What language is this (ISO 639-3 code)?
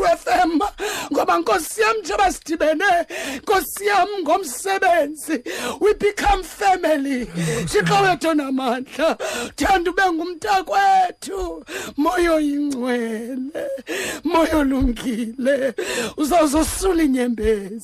xho